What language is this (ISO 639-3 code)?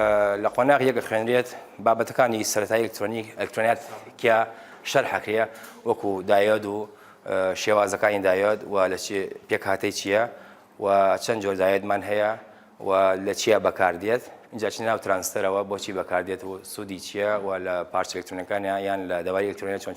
ckb